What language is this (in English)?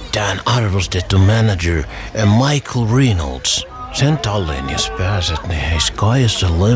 Finnish